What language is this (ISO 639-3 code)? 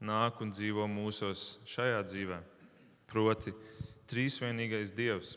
lav